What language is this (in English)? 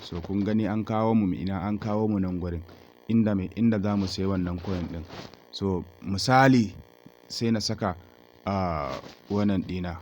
Hausa